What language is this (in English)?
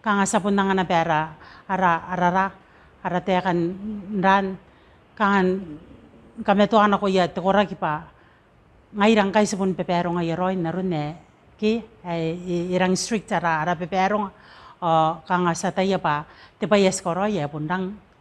Gilbertese